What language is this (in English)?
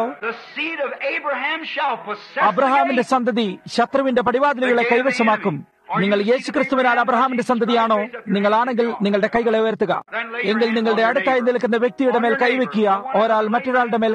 Malayalam